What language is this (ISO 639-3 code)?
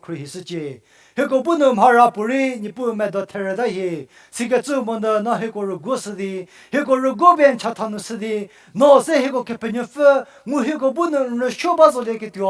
njm